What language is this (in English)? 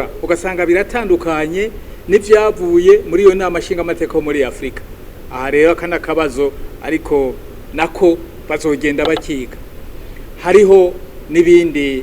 Rundi